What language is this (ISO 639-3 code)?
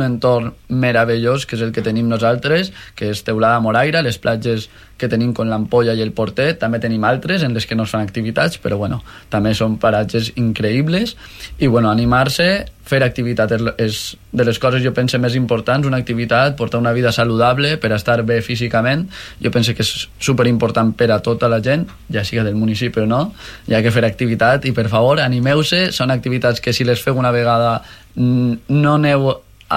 cat